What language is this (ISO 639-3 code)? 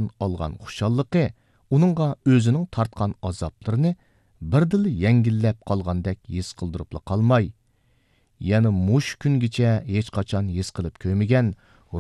uig